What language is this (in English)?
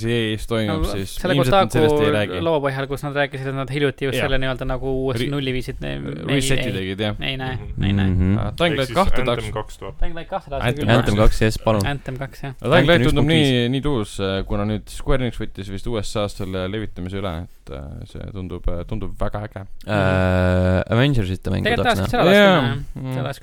Estonian